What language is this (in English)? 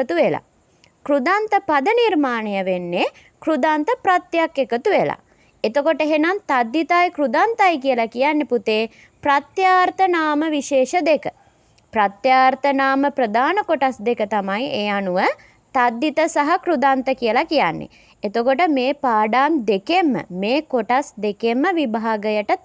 Sinhala